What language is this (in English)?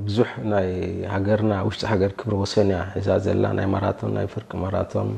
Tigrinya